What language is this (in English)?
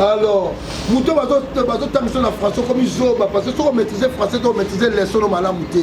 Lingala